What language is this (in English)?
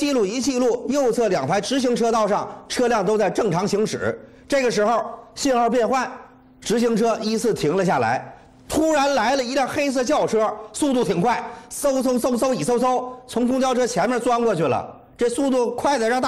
Chinese